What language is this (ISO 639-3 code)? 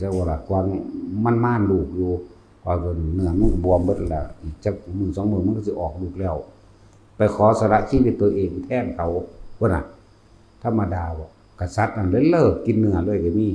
tts